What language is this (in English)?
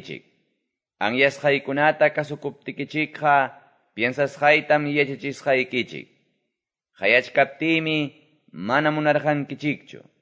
Quechua